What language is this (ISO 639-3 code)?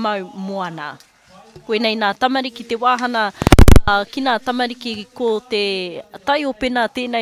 mri